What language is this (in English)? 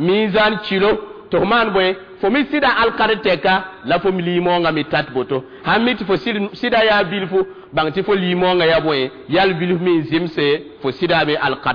Mossi